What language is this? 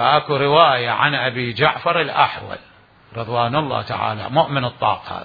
Mesopotamian Arabic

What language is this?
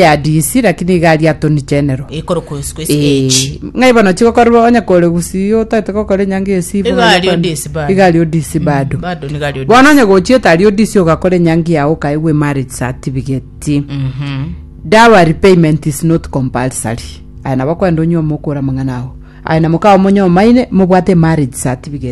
Gusii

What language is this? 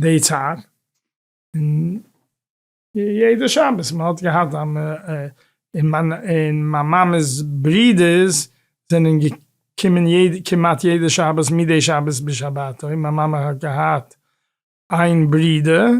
Yiddish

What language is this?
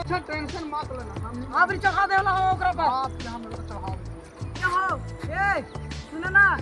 Magahi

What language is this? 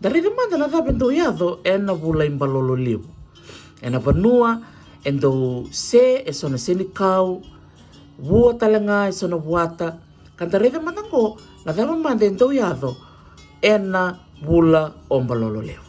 Fijian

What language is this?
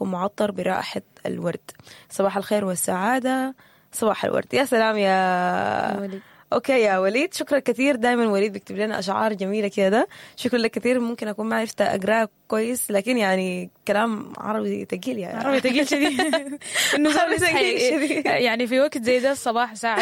Sudanese Arabic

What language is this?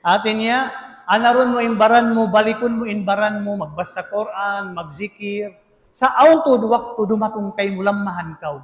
Tausug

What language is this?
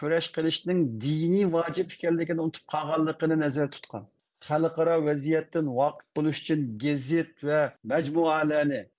Uyghur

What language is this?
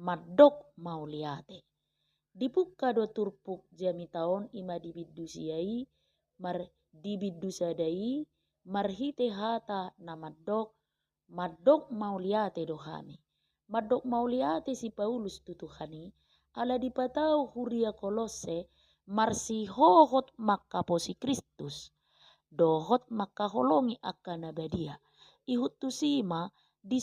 Batak Toba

